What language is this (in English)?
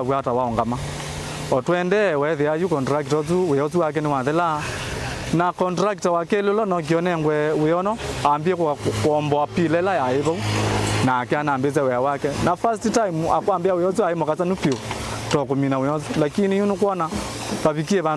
Kamba